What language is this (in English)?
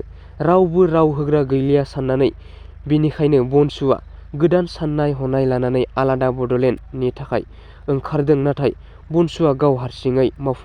Bodo